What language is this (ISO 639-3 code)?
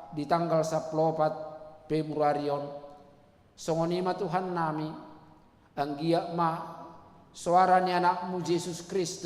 bbc